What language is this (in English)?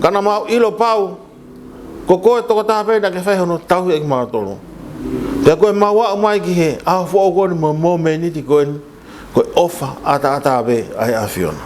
Tongan